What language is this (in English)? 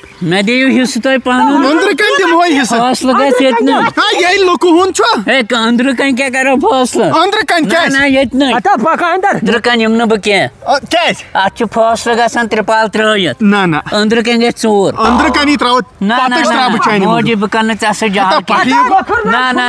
Kashmiri